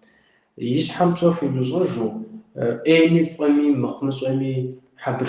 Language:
Kabardian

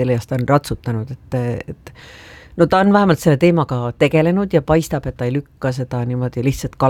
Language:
Estonian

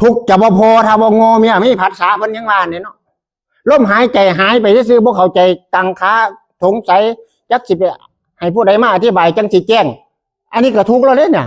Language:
Northeastern Thai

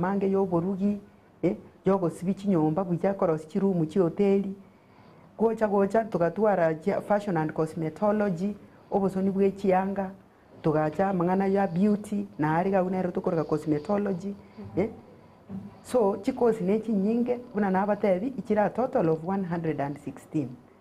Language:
Gusii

